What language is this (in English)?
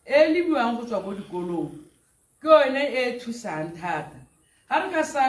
Tswana